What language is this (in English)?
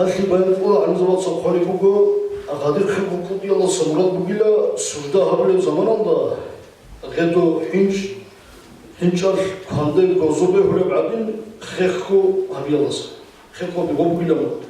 Avaric